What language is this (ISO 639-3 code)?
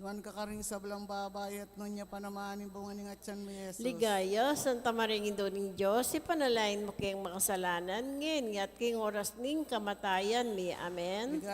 pam